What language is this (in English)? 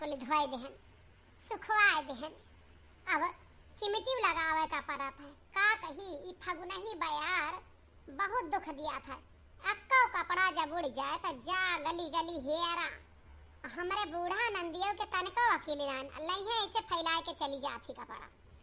Awadhi